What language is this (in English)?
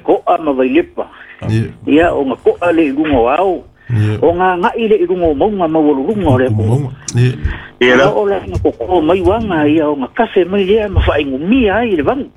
Samoan